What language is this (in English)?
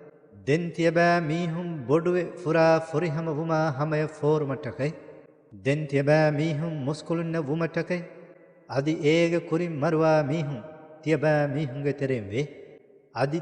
Divehi